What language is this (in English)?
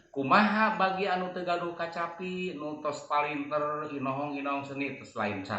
Sundanese